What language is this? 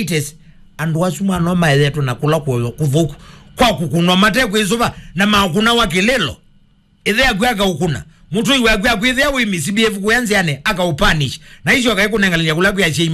Kamba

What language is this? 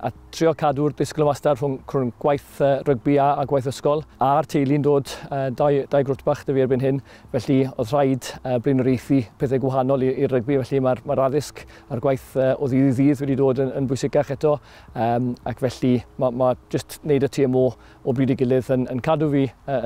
Welsh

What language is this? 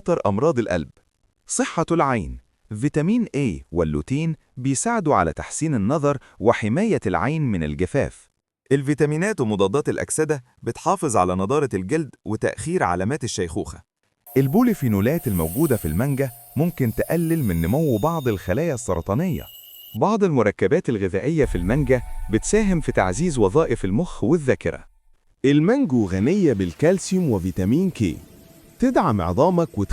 Egyptian Arabic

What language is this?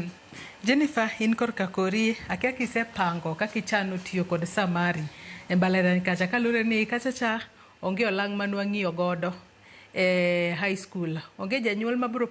Luo (Kenya and Tanzania)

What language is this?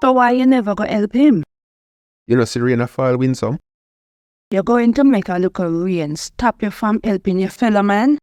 Jamaican Creole English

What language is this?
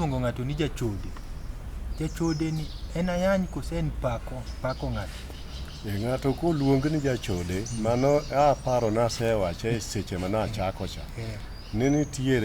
Luo (Kenya and Tanzania)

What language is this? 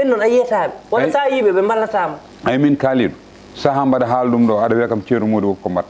Fula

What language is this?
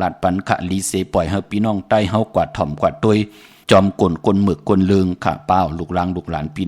Shan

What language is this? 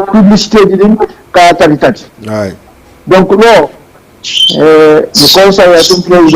Fula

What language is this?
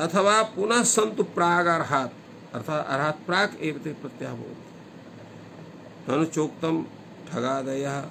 Sanskrit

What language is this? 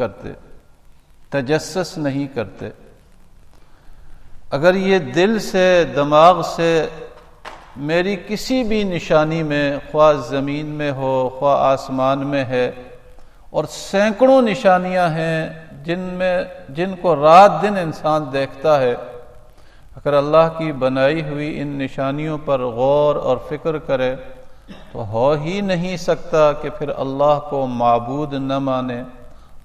Urdu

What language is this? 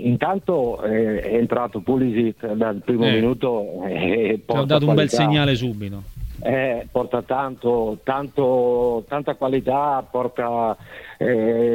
Italian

